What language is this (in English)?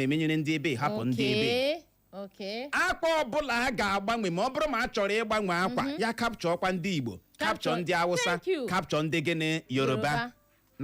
Igbo